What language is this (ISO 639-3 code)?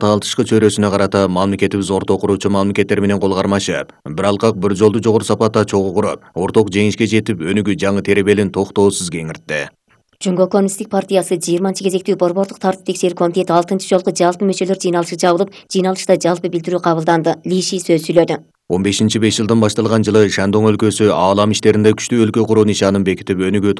kir